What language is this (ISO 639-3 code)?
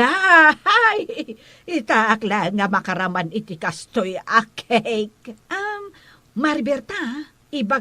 ilo